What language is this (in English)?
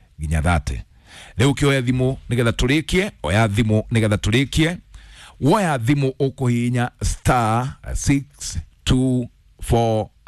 Kikuyu